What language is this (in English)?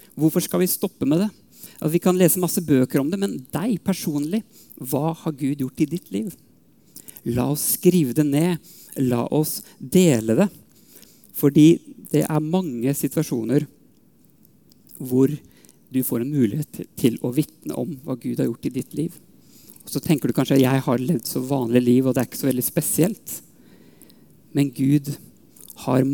Norwegian